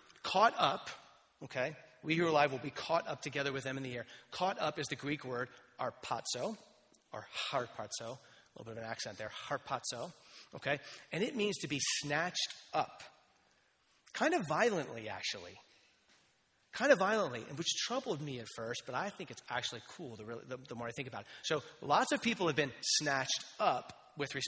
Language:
English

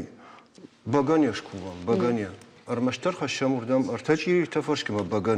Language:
Ossetic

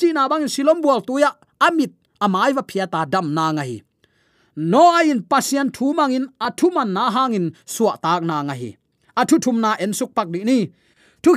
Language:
Tedim Chin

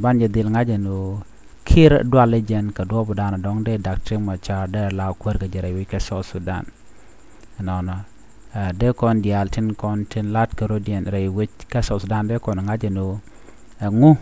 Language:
Nuer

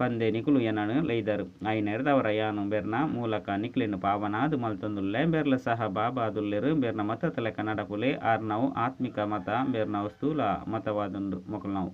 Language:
Tulu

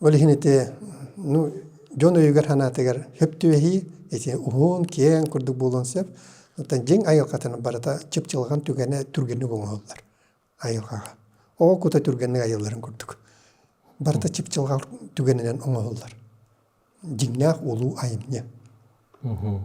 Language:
Yakut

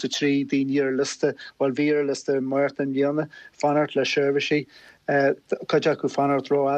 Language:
Irish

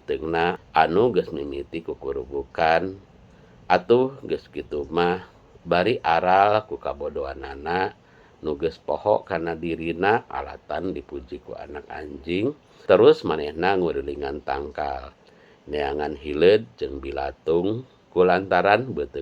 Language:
Sundanese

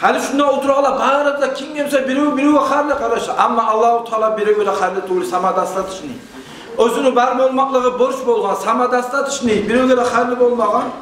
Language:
Kumyk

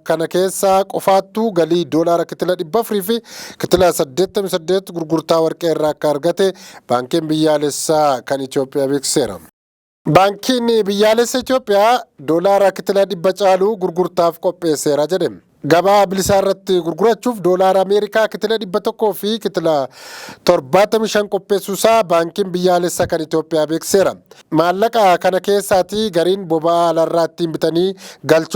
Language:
Oromo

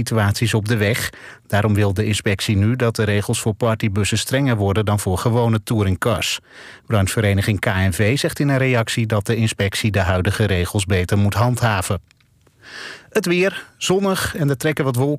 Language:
Dutch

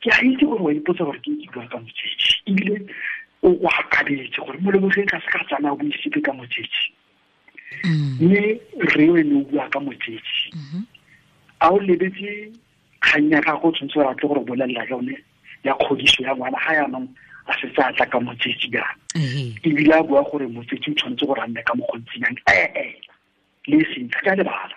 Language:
Tswana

